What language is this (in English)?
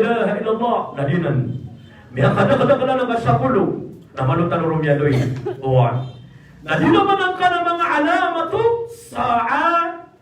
Maranao